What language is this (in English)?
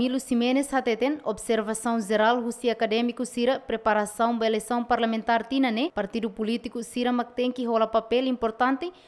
Tetum